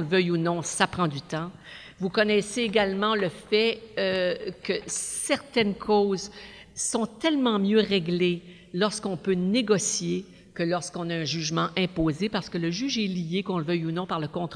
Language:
French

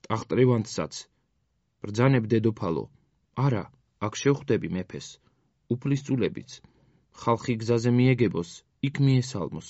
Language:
Georgian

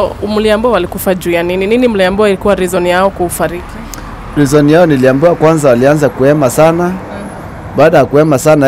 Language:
Swahili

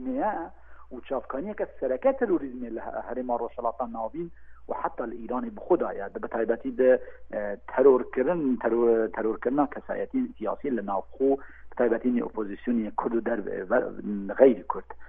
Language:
Kurdish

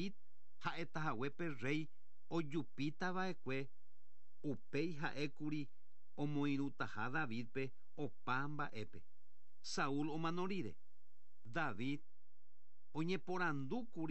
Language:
Guarani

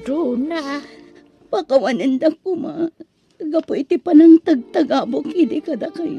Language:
Iloko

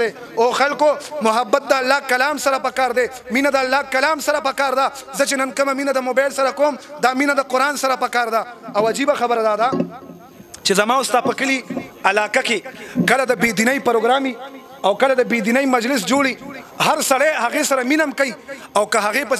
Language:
Pashto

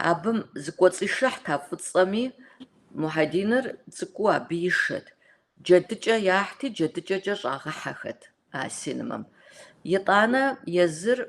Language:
Kabardian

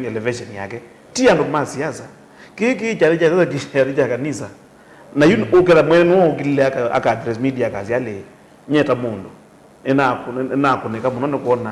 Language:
Kamba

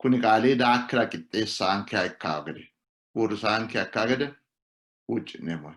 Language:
Sidamo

